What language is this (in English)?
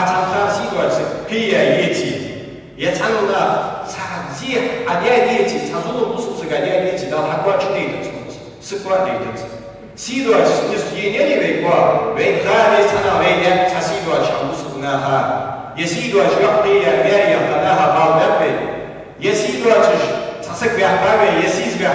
Ingush